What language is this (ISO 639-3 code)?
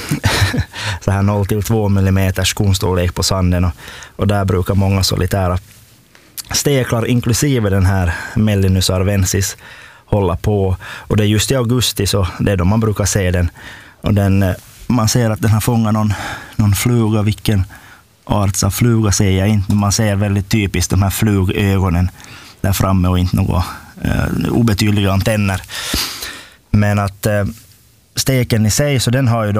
swe